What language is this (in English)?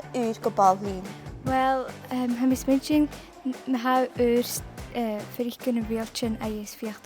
Scottish Gaelic